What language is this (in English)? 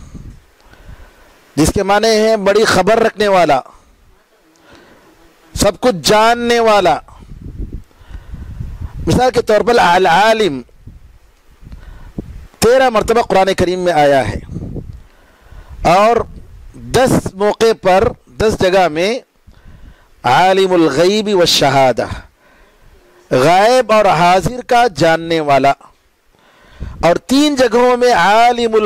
Urdu